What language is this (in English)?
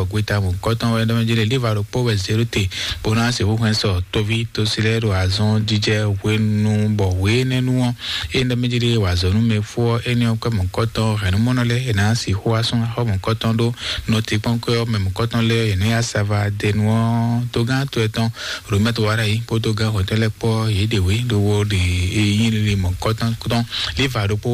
Fon